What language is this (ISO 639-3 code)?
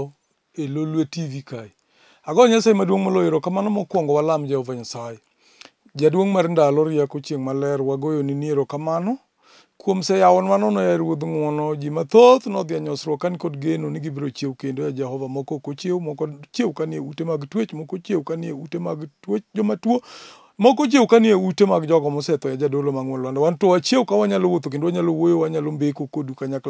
luo